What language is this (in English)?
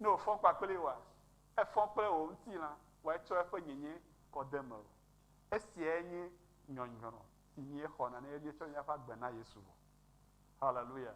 Ewe